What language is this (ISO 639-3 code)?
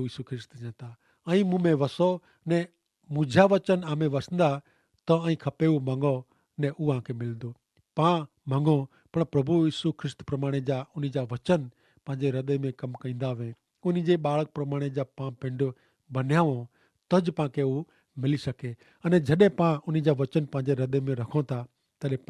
kfr